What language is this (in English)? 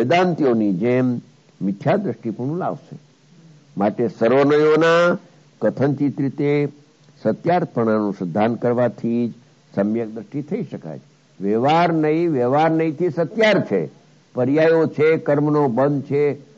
Gujarati